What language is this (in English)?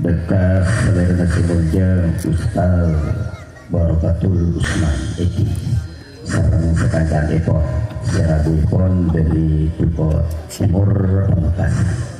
Madurese